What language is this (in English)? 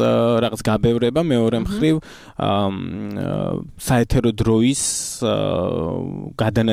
Georgian